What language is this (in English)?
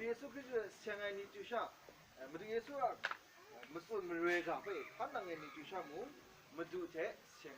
Kachin